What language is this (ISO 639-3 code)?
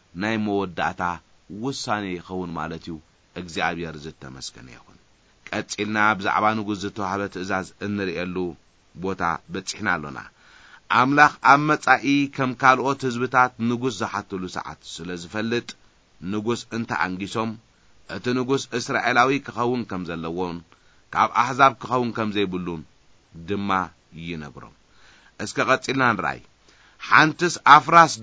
tir